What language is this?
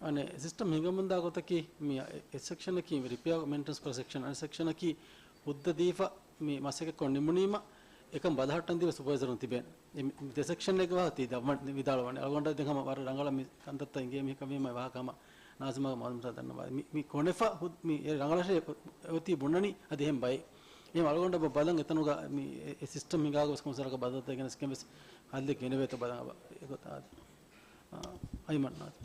Divehi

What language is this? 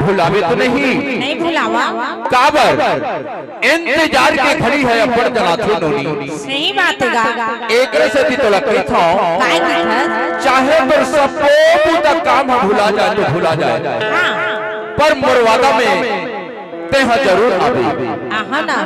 Chhattisgarhi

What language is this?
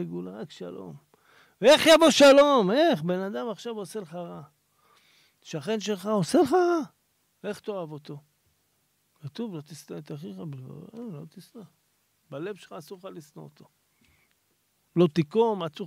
Hebrew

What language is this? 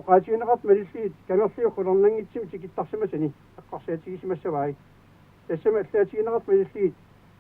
Kalaallisut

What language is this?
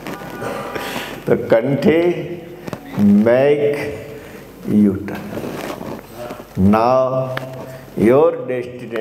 Gujarati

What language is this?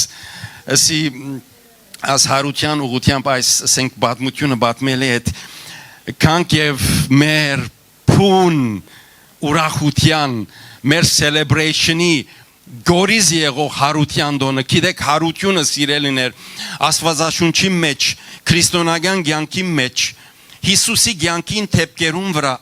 Western Armenian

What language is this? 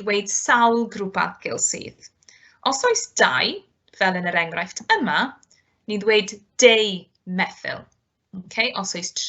Welsh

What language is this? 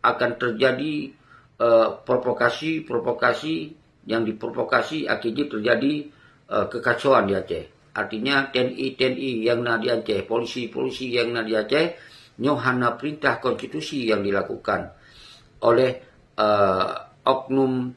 Achinese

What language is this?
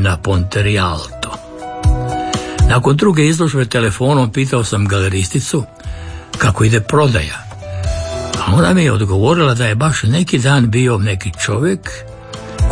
Croatian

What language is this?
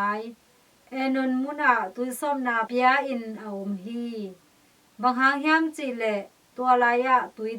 Tedim Chin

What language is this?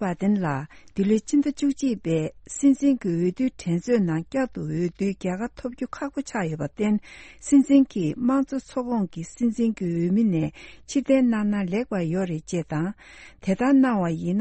Tibetan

